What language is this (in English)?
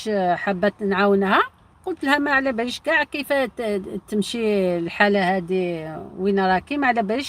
Algerian Arabic